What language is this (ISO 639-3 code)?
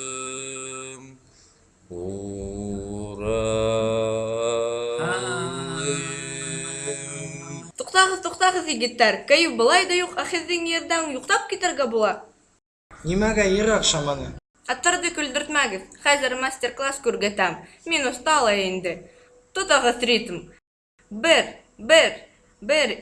bak